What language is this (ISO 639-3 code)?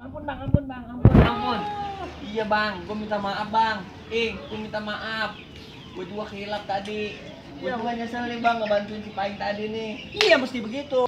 bew